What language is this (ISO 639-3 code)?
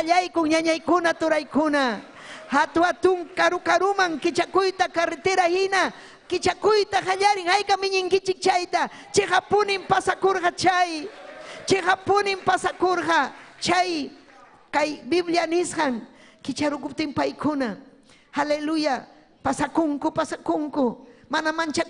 quy